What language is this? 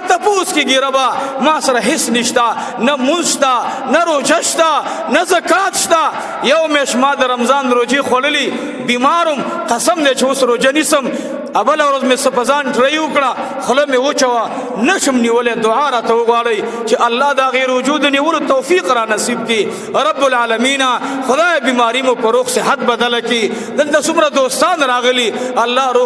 Pashto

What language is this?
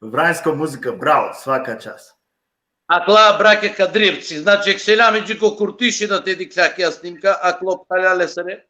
Balkan Romani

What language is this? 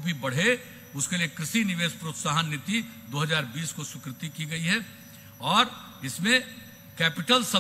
Hindi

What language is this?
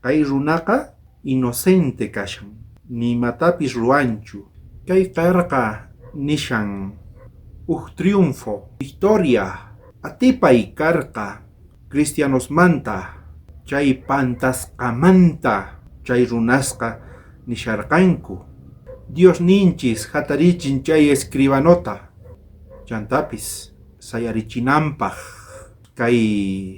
South Bolivian Quechua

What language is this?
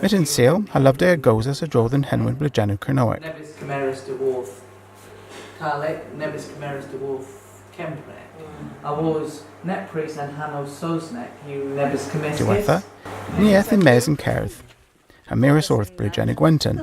Cornish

